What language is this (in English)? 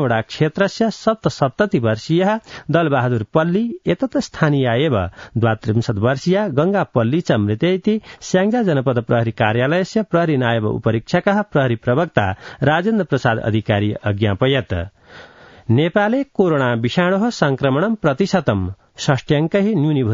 Sanskrit